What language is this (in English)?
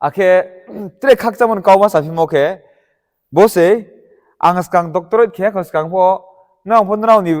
Riang (India)